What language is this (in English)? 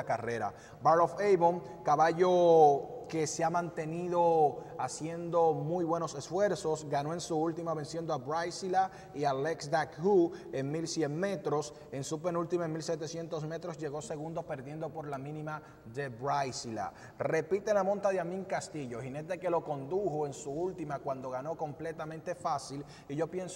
Spanish